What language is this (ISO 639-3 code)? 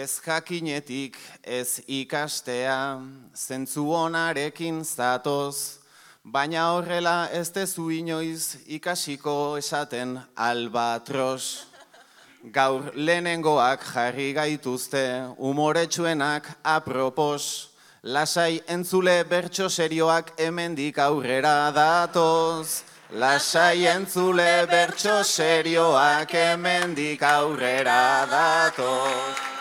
eus